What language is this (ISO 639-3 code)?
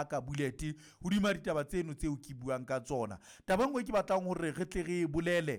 sot